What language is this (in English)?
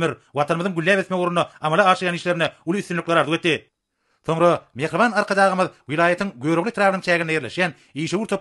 Turkmen